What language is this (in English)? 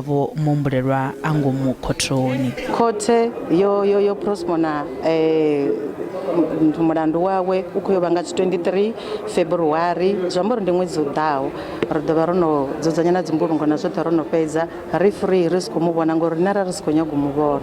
Venda